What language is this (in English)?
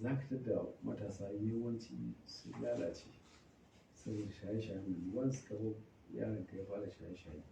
Hausa